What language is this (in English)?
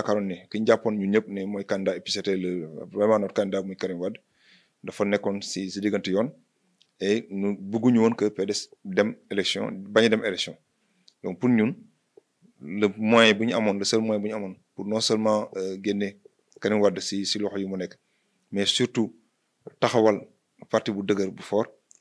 Wolof